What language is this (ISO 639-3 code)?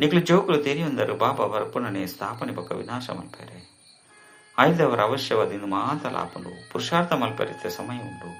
tcy